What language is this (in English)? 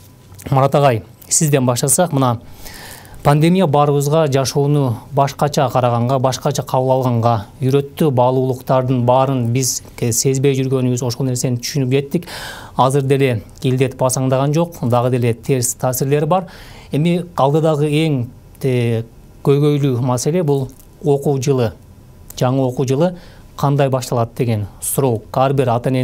Kyrgyz